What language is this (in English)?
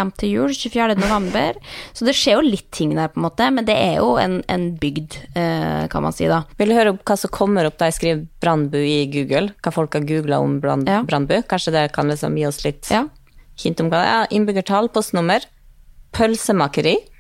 Norwegian